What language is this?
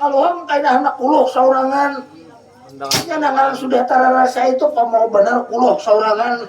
Banjar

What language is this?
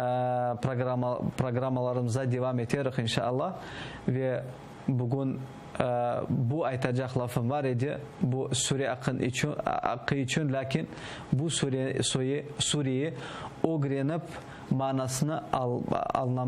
Crimean Tatar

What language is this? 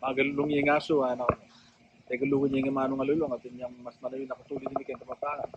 Pampanga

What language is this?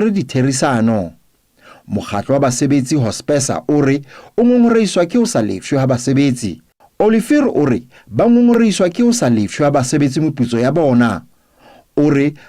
Southern Sotho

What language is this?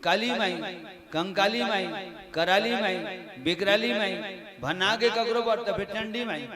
Chhattisgarhi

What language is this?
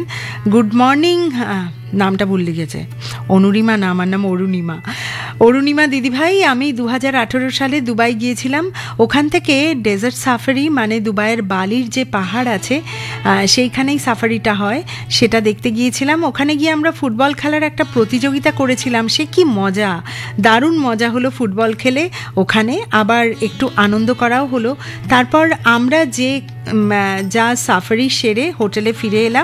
Bangla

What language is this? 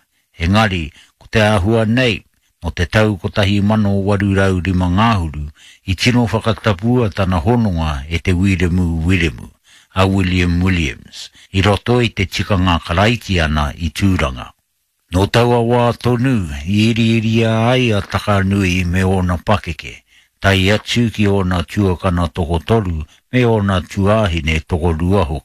Māori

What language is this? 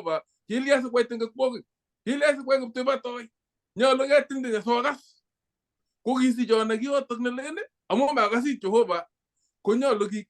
Kalenjin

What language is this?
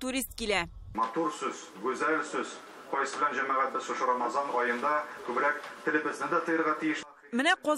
Tatar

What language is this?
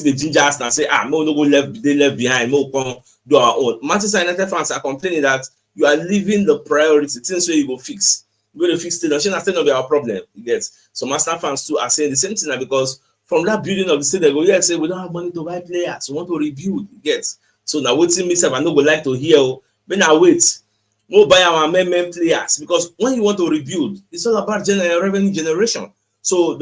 Nigerian Pidgin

